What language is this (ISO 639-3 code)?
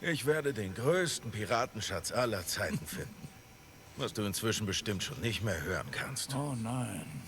gsw